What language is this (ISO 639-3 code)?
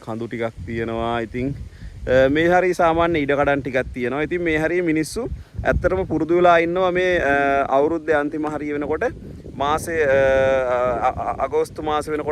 sin